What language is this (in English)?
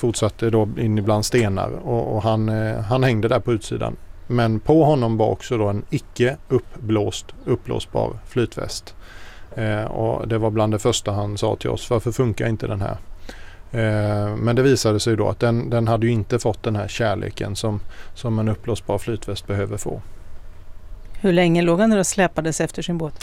Swedish